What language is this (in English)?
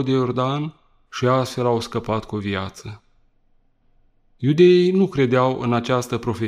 Romanian